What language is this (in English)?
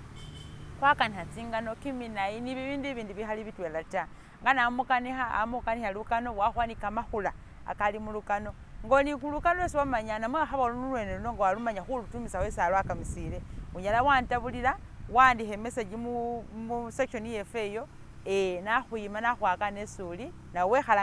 Masaaba